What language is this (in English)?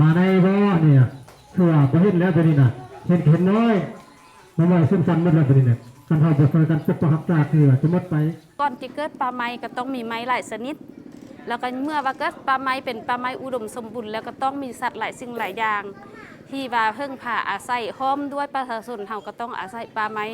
Lao